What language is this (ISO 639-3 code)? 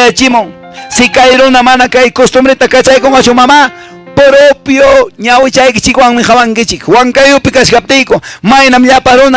que